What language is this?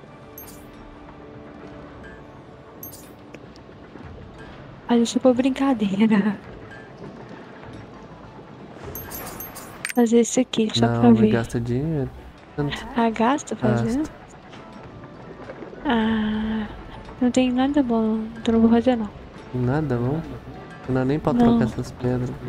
Portuguese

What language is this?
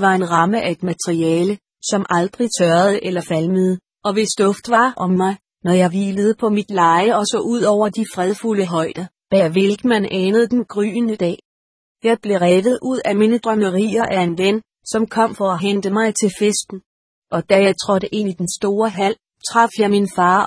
Danish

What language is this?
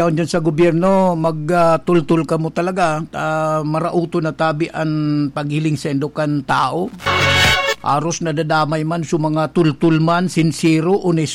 Bikol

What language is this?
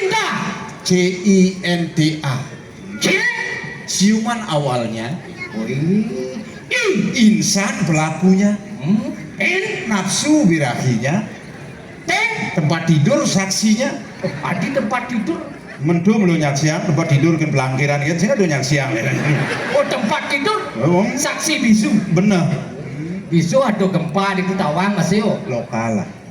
Balinese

